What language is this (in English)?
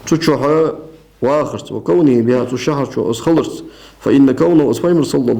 Ingush